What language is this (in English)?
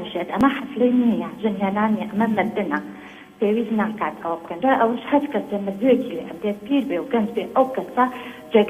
Central Kurdish